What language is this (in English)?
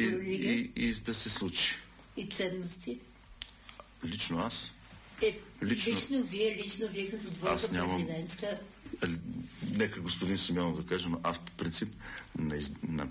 Bulgarian